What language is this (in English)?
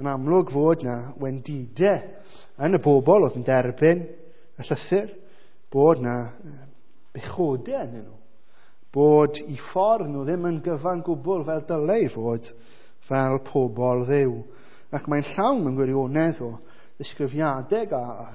Welsh